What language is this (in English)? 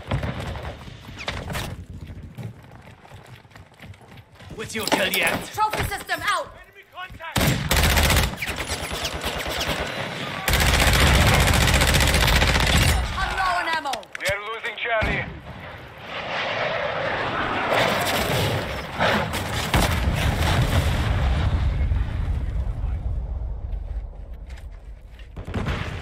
English